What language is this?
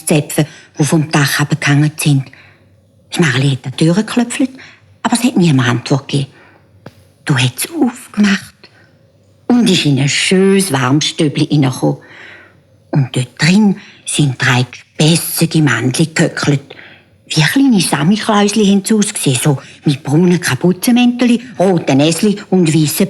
Swiss German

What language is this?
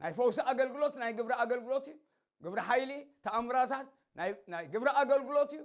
Tigrinya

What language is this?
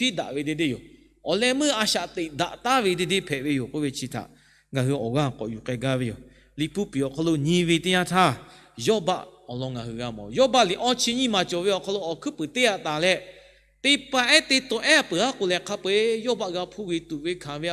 Lahu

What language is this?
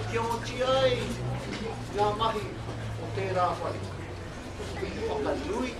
Māori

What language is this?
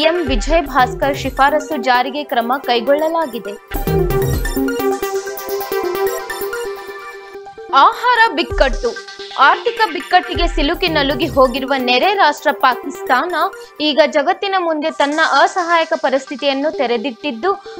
Kannada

